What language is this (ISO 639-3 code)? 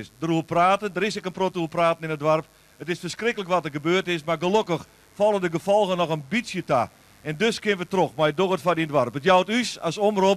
fry